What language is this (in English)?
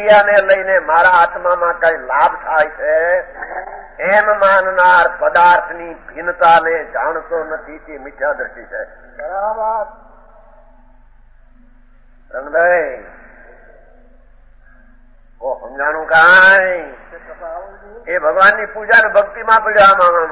Gujarati